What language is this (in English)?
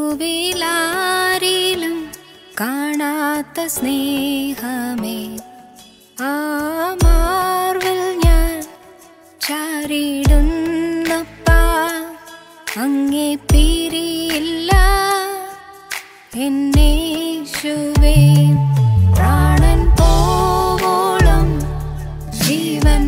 Malayalam